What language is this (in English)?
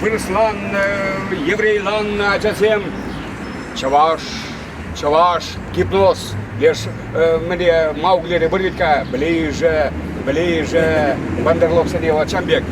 Chuvash